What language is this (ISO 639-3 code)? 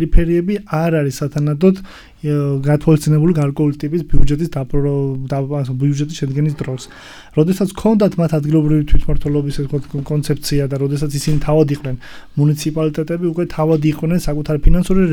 kat